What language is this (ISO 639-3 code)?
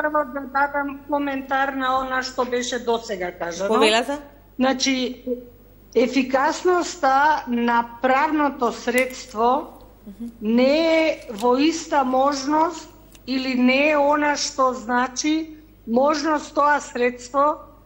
mkd